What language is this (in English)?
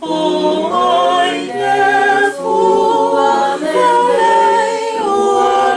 Samoan